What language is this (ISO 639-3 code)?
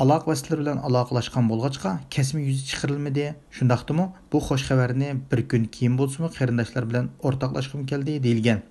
uig